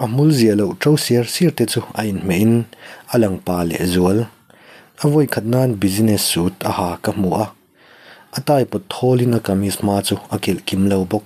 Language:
Mizo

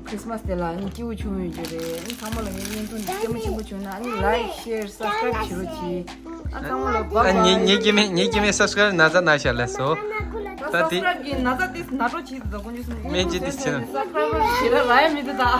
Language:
Tibetan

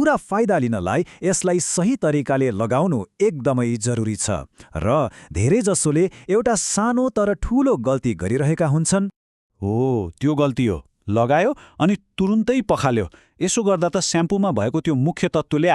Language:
Nepali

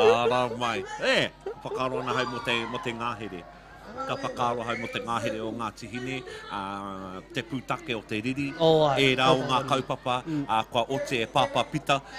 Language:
Māori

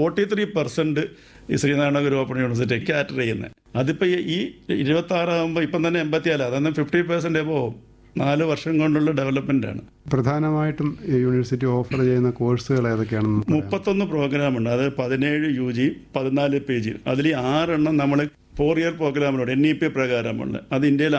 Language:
Malayalam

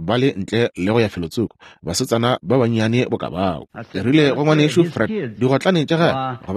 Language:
Northern Sotho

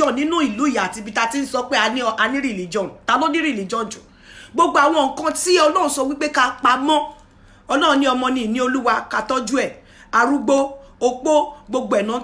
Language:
Yoruba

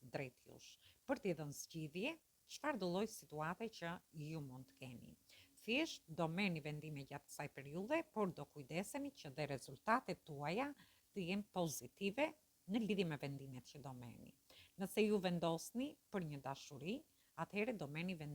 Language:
Albanian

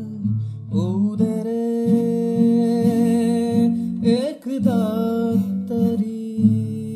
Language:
Marathi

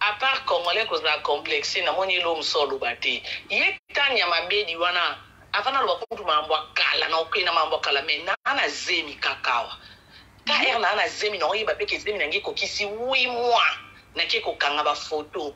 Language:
Lingala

